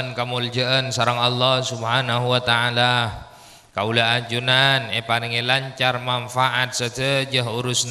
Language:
Madurese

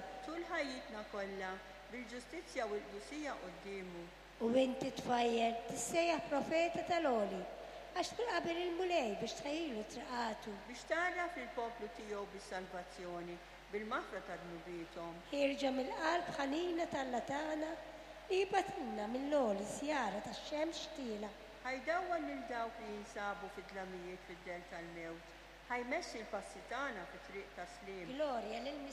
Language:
Maltese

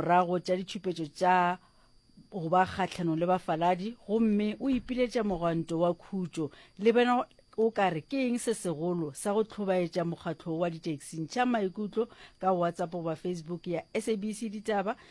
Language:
Northern Sotho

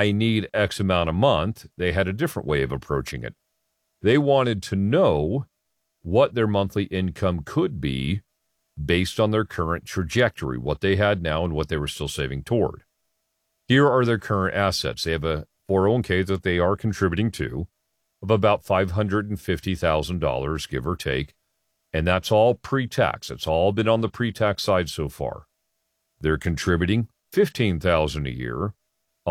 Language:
English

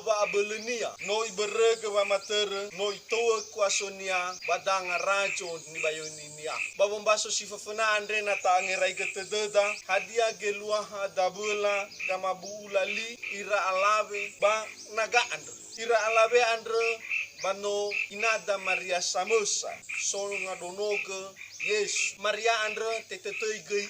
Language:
Nias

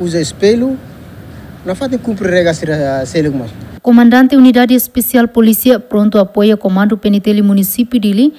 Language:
Tetum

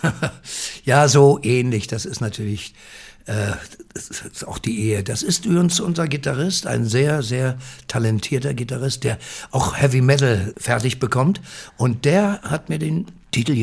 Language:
German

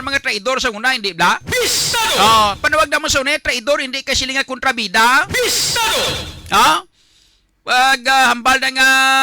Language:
Hiligaynon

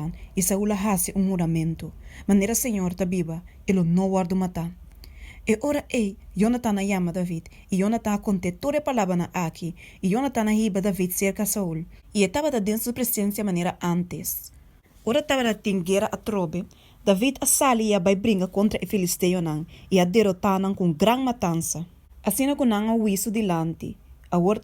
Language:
Papiamento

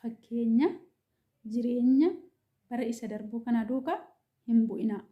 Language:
Oromo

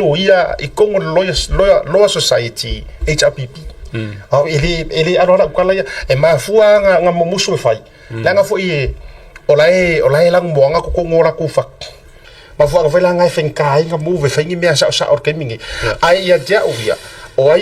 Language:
Samoan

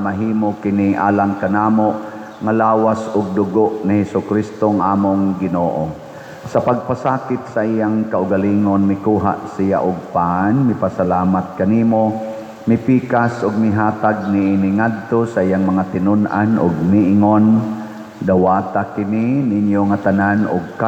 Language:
Cebuano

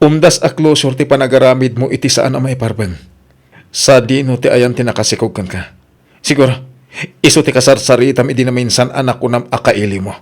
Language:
Iloko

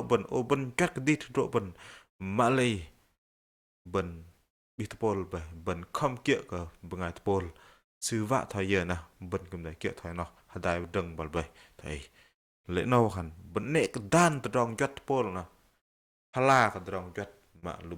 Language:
Bahnar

